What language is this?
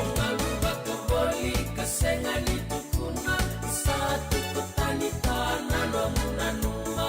Fijian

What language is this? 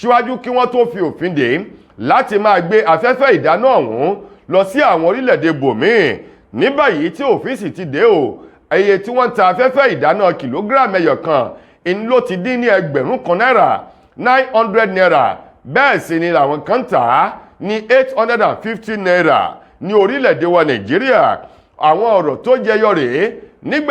Yoruba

